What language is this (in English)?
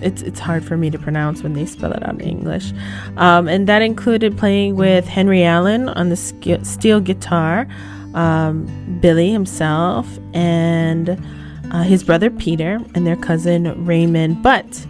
Hawaiian